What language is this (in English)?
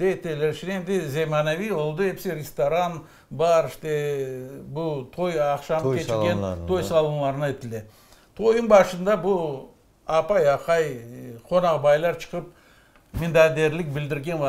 Crimean Tatar